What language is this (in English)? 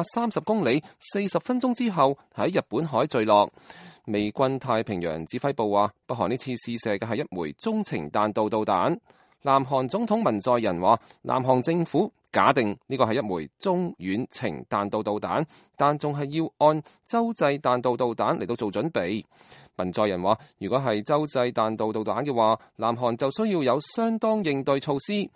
Cantonese